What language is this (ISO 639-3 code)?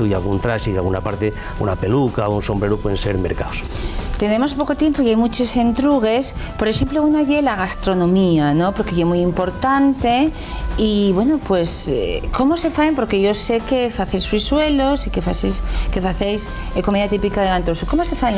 ast